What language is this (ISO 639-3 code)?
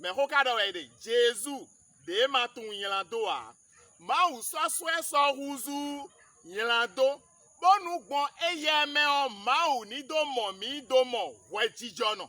fon